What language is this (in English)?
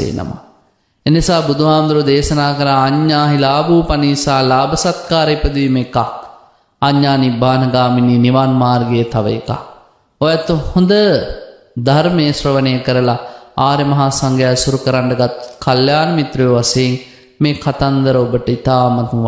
Sinhala